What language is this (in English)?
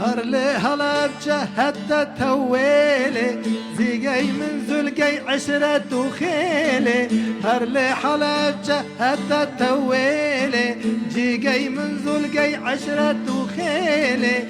North Levantine Arabic